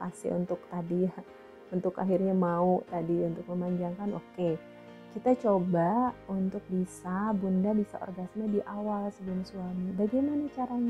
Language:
Indonesian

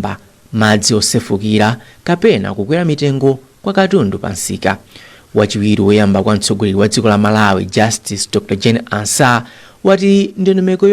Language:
Nyanja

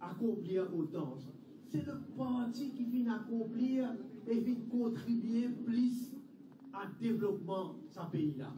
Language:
Morisyen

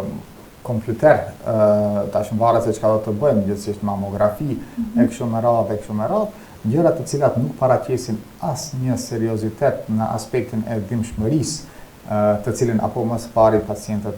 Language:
Albanian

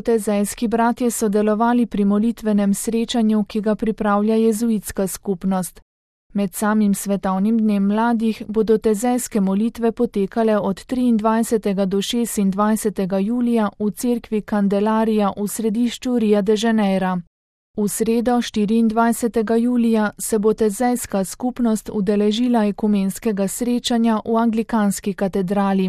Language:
Slovenian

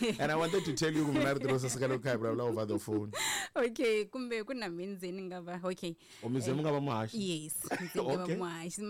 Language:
Tsonga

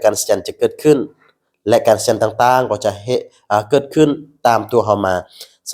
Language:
Lao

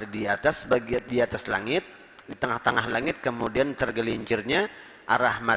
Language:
Banjar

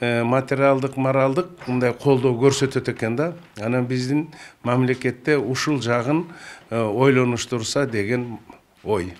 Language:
Kyrgyz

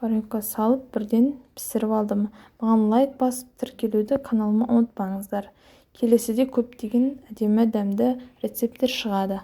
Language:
Kazakh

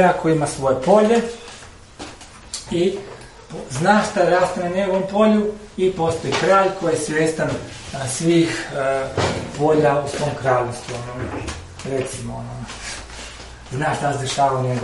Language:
Croatian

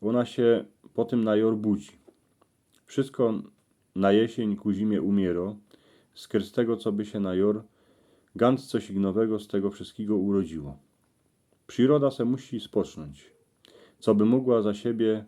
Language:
Silesian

